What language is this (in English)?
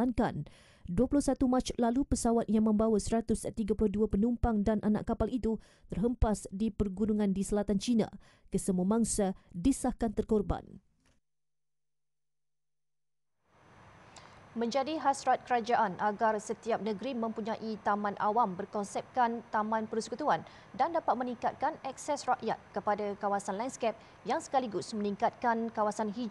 Malay